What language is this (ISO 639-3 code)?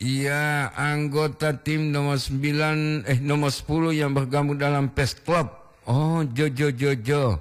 gor